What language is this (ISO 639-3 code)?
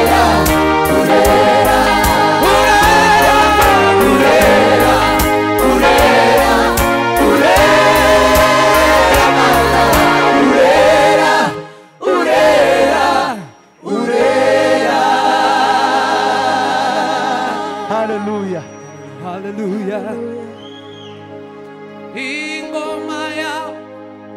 kin